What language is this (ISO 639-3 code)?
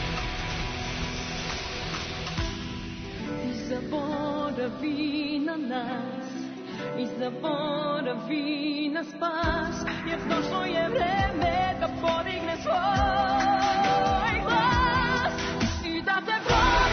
srp